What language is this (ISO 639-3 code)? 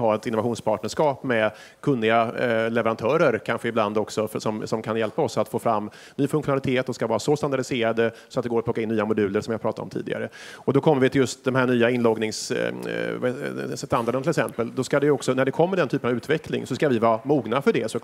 swe